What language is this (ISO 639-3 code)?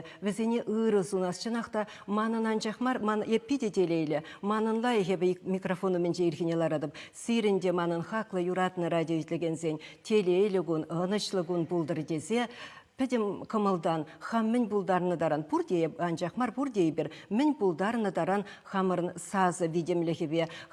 chv